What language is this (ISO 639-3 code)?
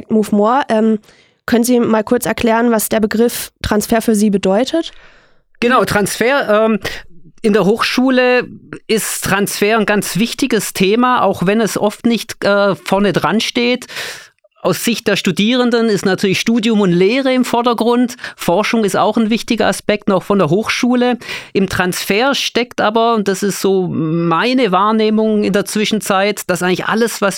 deu